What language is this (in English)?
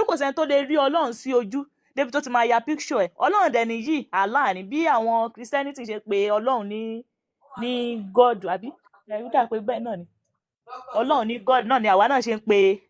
Yoruba